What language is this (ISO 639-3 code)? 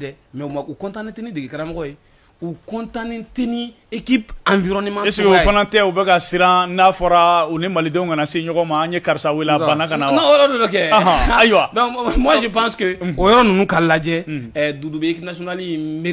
bam